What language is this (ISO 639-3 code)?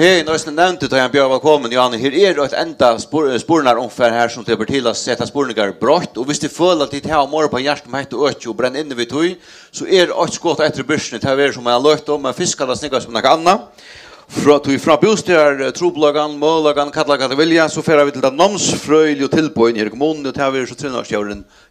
fao